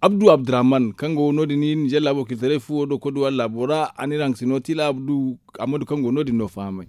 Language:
Zarma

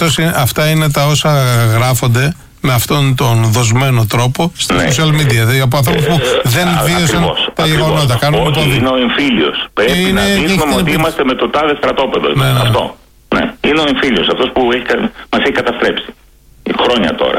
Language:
Greek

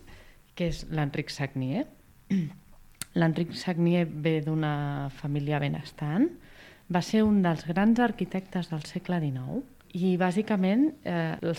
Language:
Catalan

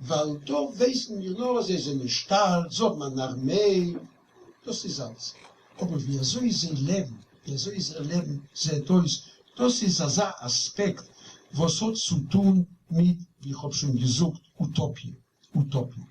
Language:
Yiddish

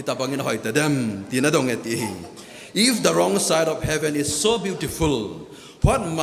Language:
Thado Chin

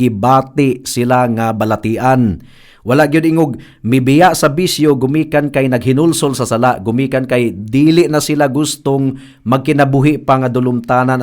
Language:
Cebuano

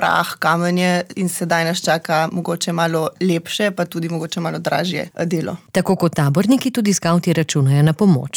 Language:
Slovenian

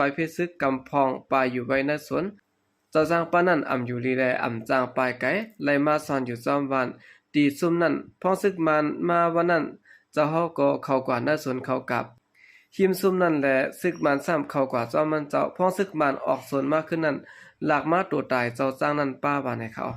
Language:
Shan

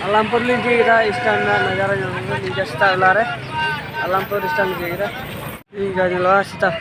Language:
Santali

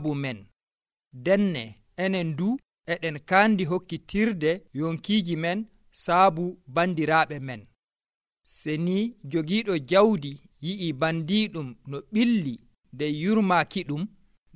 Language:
Nigerian Fulfulde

